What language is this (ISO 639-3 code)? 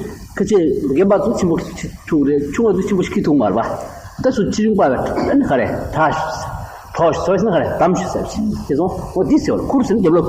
bod